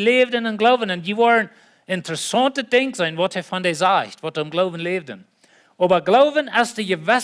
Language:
Plautdietsch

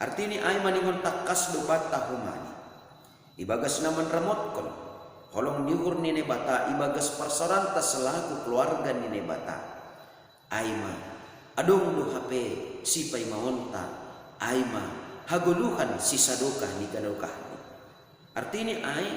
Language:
Batak Simalungun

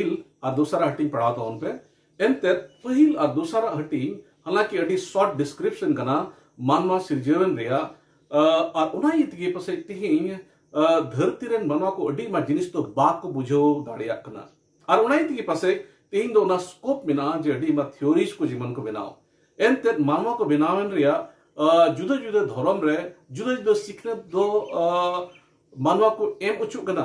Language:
Santali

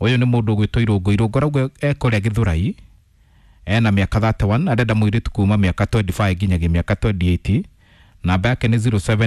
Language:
Kikuyu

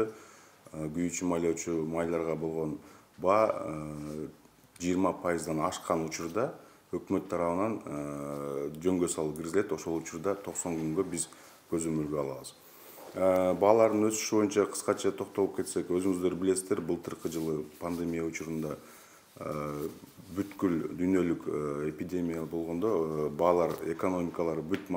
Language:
Kyrgyz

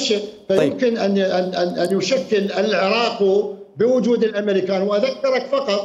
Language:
Mesopotamian Arabic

